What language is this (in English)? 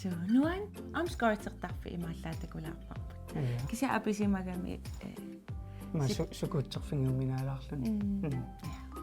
Kalaallisut